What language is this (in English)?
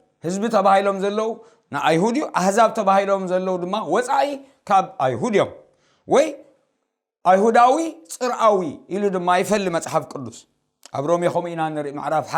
Tigrinya